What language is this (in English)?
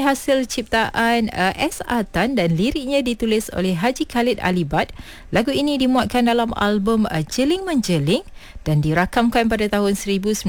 Malay